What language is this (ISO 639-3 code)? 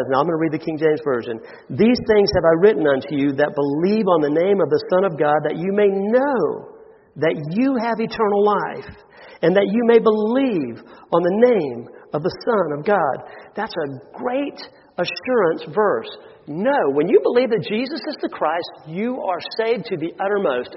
eng